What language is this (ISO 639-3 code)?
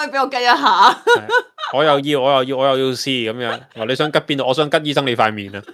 yue